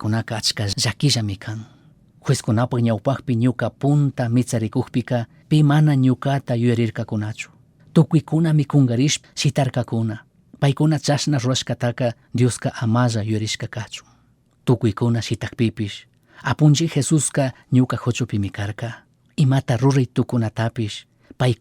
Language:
Chimborazo Highland Quichua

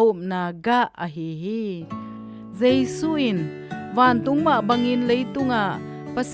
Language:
Tedim Chin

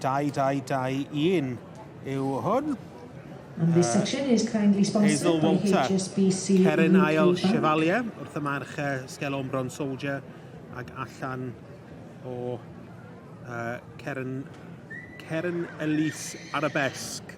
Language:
Welsh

